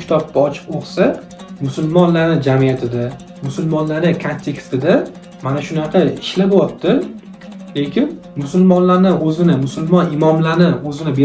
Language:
Uzbek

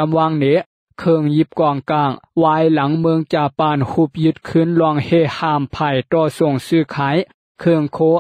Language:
Shan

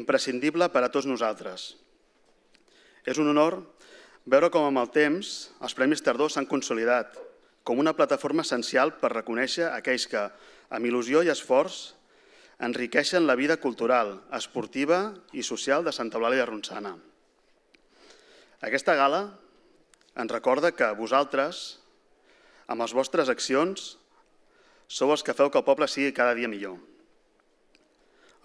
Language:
Catalan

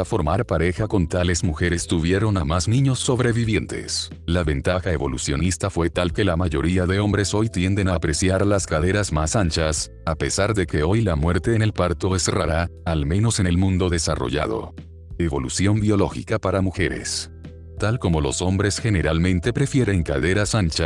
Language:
Spanish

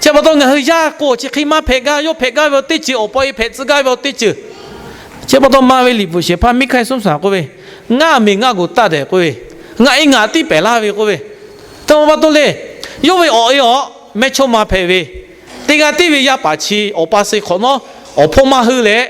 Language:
Lahu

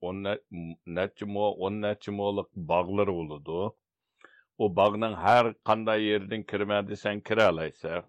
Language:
Uyghur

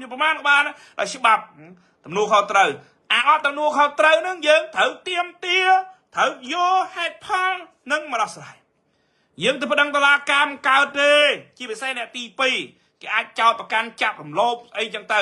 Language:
Khmer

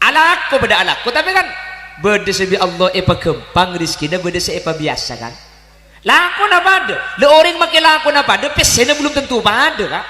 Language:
Madurese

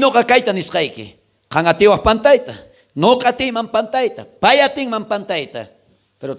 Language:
South Bolivian Quechua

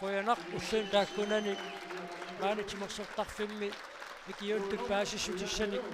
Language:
Kalaallisut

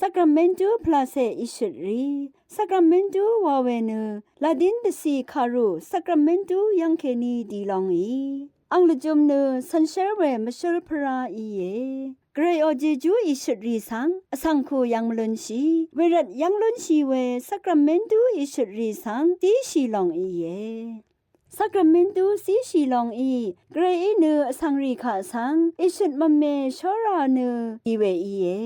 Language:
Rawang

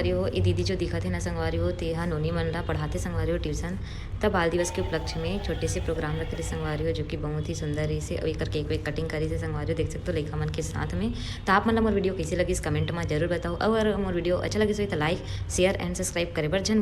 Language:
Chhattisgarhi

